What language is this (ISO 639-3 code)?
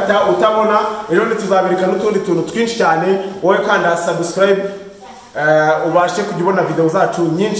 kin